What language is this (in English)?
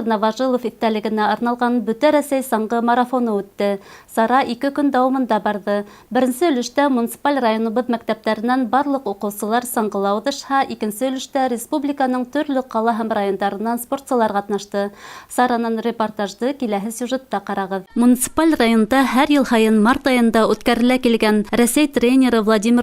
Bashkir